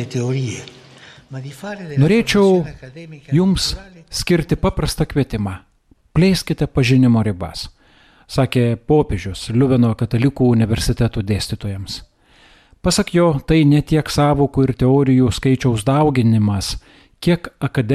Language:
Lithuanian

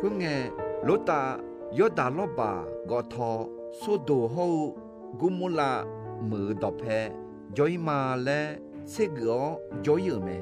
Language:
Akha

